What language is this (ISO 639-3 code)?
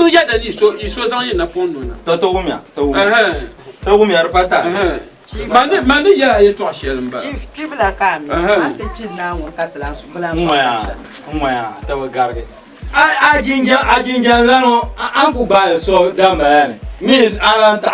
dag